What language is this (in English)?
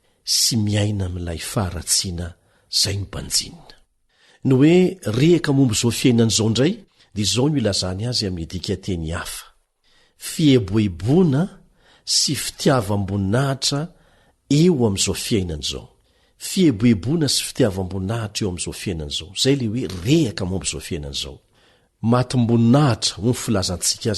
Malagasy